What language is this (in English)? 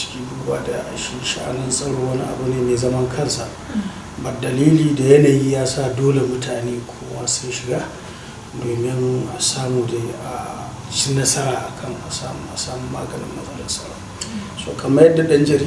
Hausa